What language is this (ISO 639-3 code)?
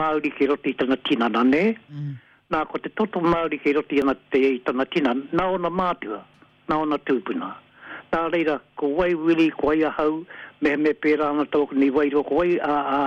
mri